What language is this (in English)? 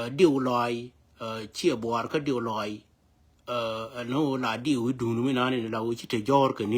Nuer